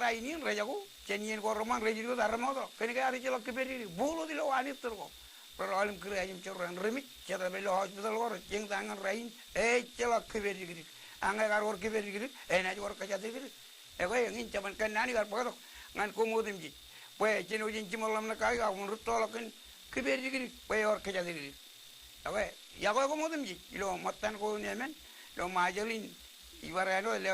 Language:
Marshallese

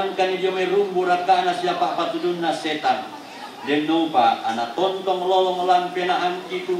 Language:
Toraja-Sa'dan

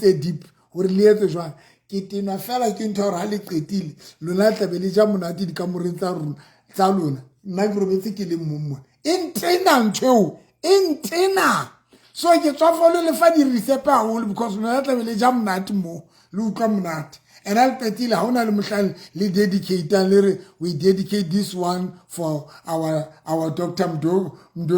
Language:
Southern Sotho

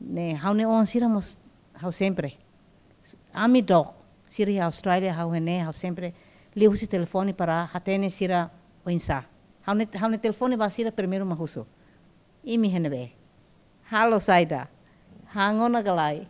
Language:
Tetum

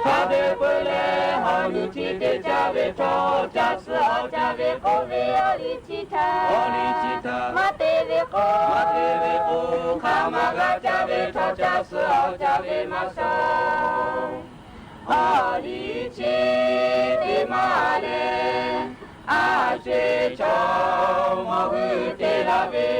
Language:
Lahu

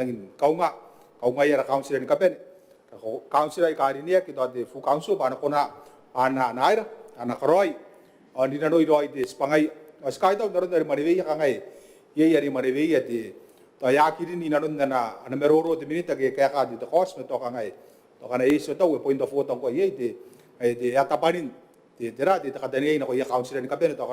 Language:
Gilbertese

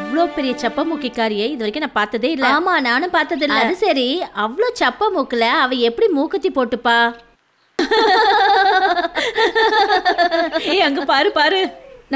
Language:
Tamil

